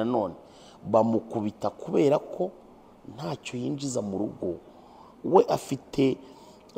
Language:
Kinyarwanda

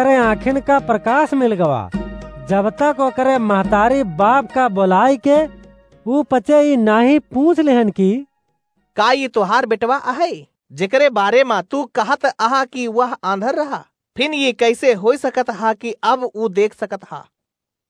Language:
Awadhi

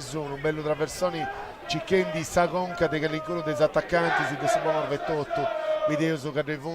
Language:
Sardinian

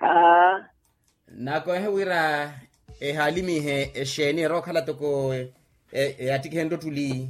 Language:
Makhuwa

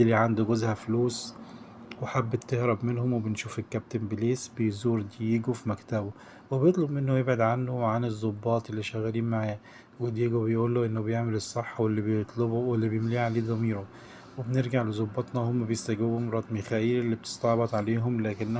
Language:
Egyptian Arabic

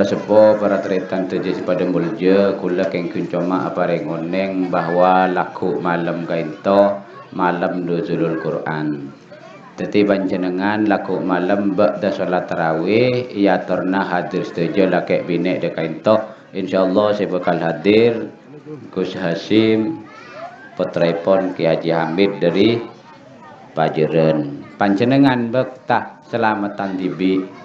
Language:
Madurese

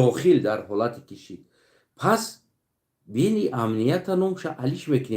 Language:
Tajik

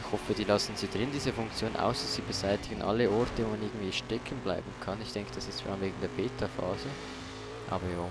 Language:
Swiss German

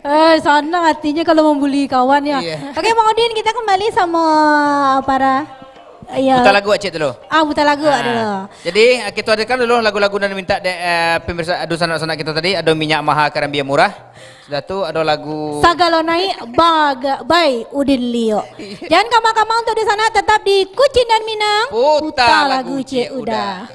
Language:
Minangkabau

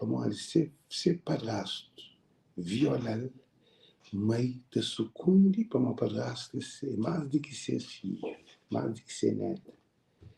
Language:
Kabuverdianu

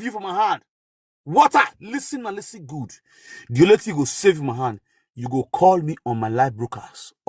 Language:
Nigerian Pidgin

